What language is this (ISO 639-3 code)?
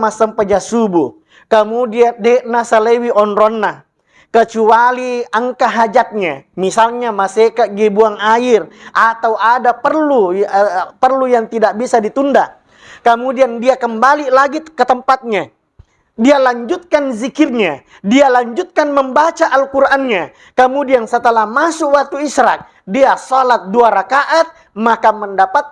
bug